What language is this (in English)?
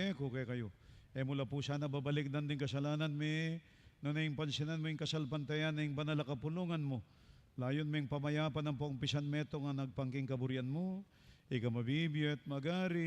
Pampanga